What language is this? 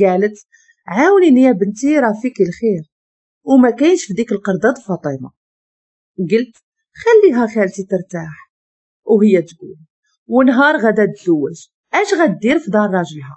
Moroccan Arabic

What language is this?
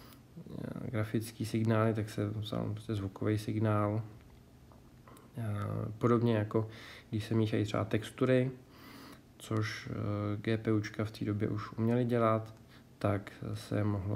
Czech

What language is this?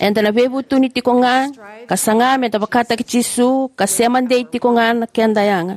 Fijian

